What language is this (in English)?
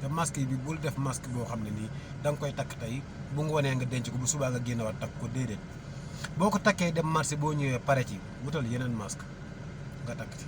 Wolof